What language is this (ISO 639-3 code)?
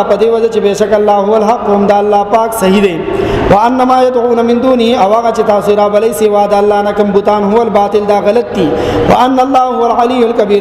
pus